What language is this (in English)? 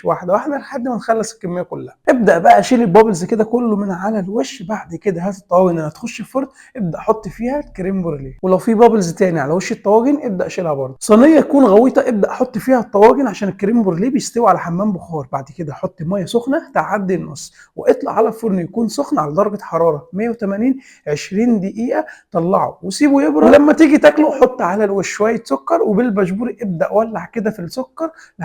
Egyptian Arabic